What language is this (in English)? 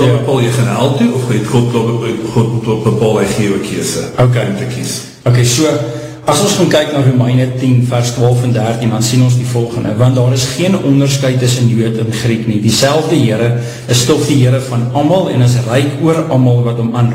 Afrikaans